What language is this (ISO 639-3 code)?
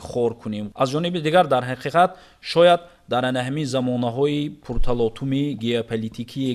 tgk